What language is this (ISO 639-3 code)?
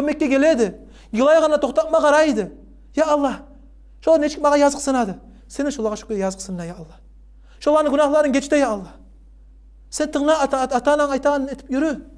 kum